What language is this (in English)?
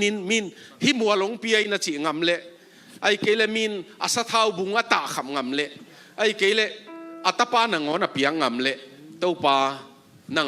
Tedim Chin